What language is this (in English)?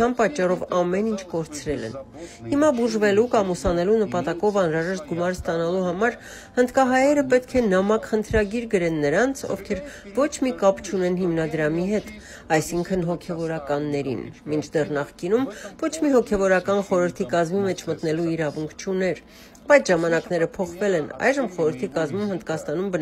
Armenian